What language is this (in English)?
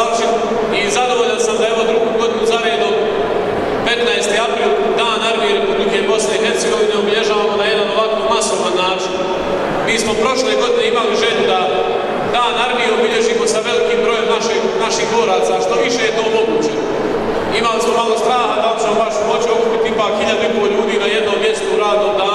Bosnian